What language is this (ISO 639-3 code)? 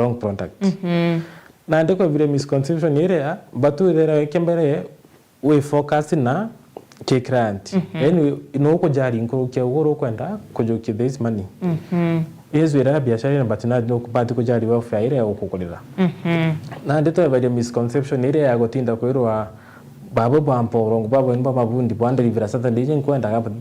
mer